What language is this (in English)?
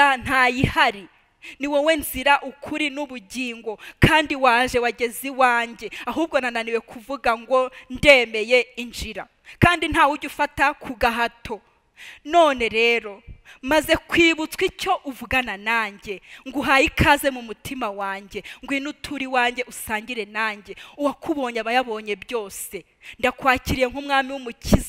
Kinyarwanda